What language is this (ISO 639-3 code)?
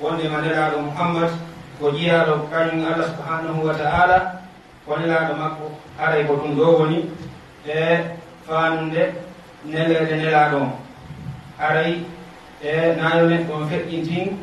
ful